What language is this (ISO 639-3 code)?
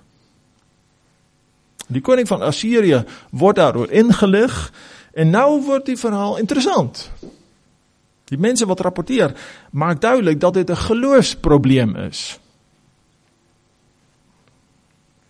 afr